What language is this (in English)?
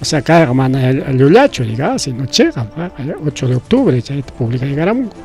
Ayacucho Quechua